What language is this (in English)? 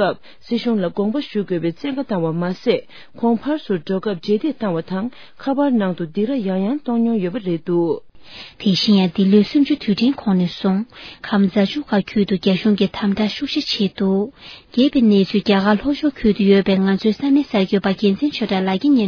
Tibetan